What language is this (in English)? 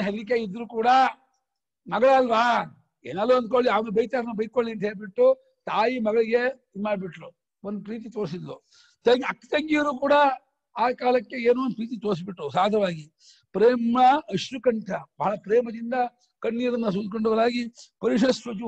Kannada